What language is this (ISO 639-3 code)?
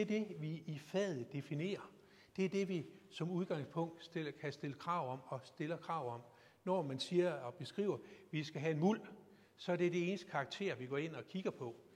dan